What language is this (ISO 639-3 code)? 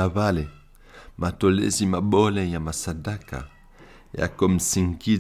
swb